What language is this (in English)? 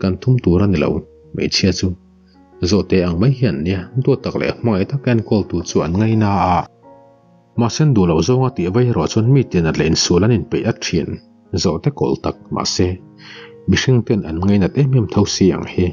Mizo